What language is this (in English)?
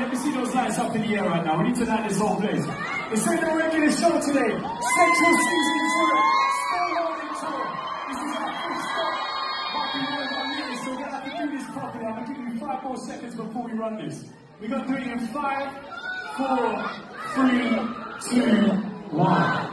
English